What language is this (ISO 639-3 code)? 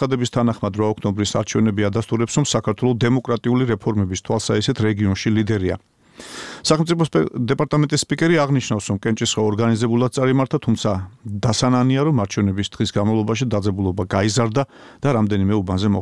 kat